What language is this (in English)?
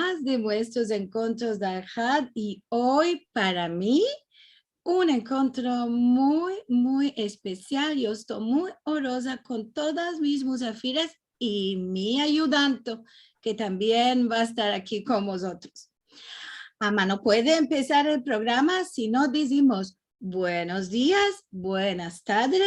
Ladino